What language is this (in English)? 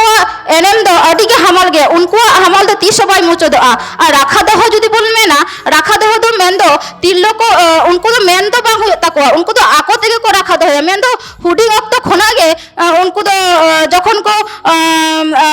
Santali